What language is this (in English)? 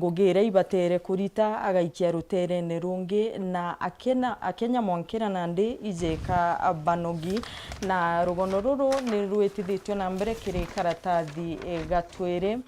Meru